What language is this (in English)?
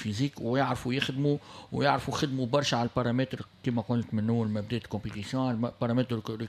Tunisian Arabic